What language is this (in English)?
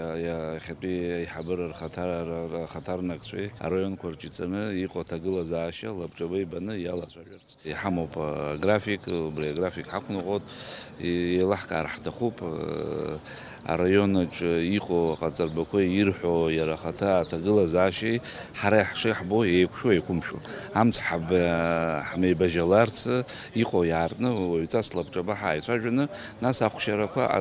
Abkhazian